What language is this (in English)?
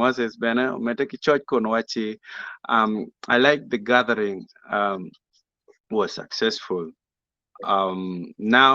Acoli